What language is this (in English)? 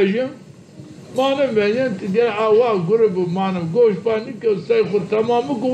Zaza